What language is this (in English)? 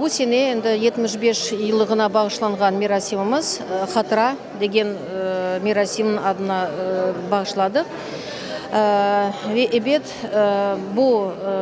Crimean Tatar